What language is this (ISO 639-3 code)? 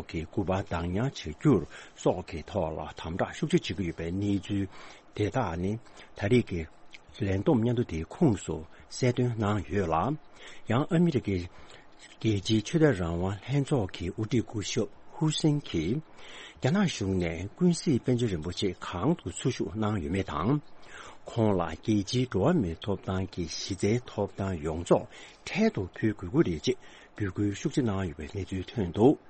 bod